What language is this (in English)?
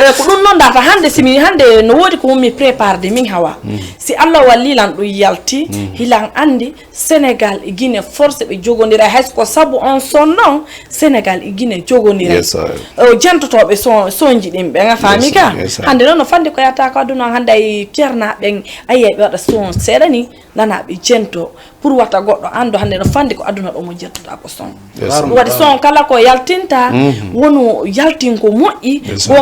Fula